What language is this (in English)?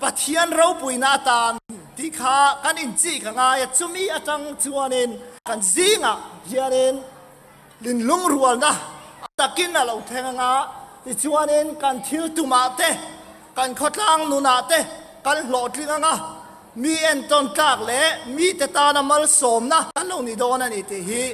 Mizo